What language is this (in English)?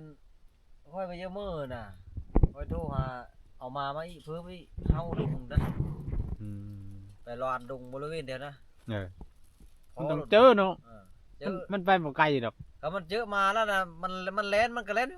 Northeastern Thai